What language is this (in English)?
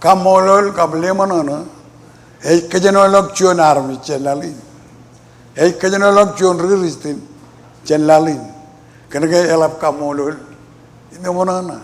Marshallese